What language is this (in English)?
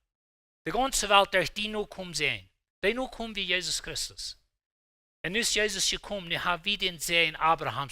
Plautdietsch